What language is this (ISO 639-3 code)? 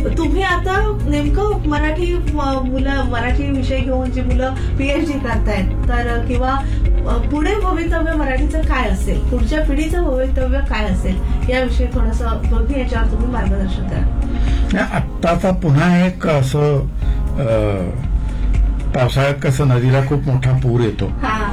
mar